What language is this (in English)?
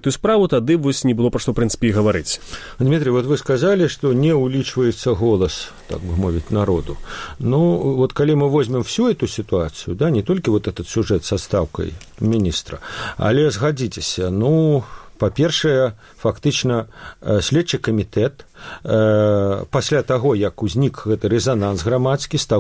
Belarusian